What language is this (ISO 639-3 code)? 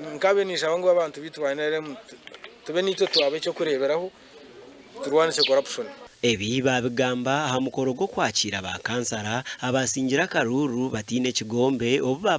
nyn